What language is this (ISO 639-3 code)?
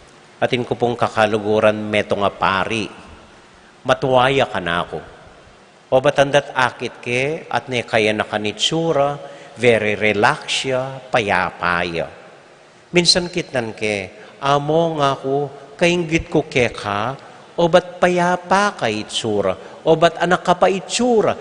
pam